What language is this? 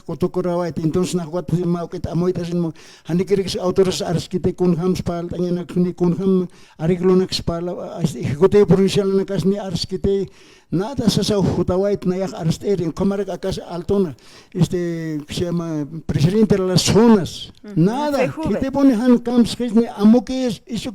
Aymara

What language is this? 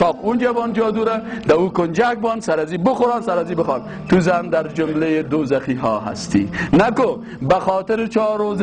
Persian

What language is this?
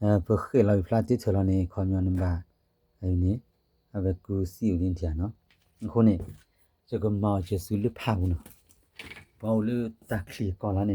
S'gaw Karen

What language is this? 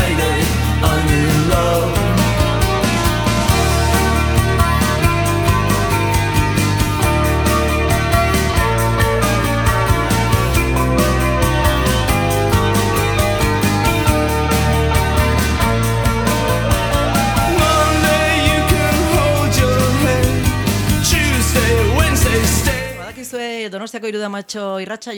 Basque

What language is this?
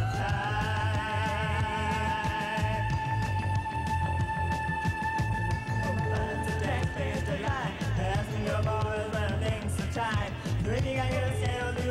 English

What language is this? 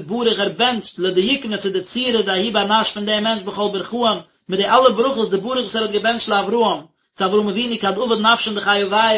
Yiddish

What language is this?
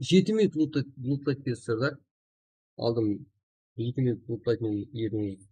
Kara-Kalpak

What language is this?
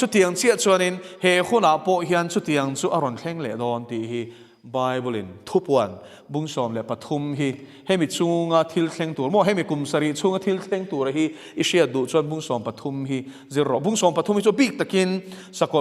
Mizo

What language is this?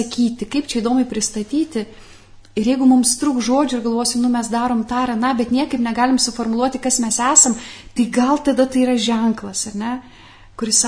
Lithuanian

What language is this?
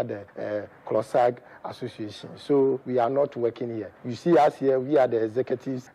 Akan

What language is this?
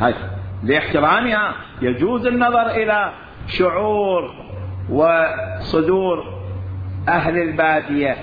Mesopotamian Arabic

